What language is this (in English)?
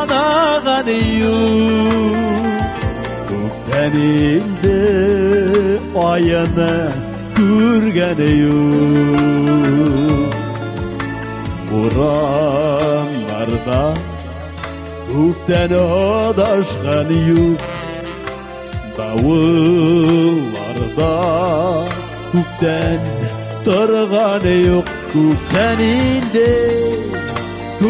Tatar